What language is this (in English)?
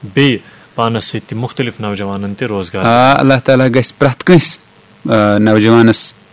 Kashmiri